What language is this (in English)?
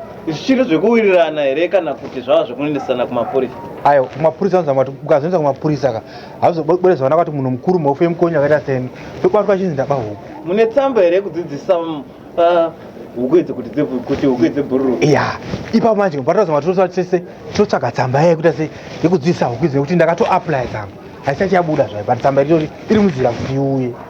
Shona